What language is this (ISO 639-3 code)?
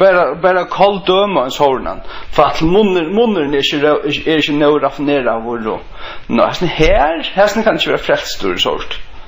fao